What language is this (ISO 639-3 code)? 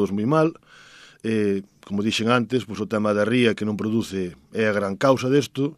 glg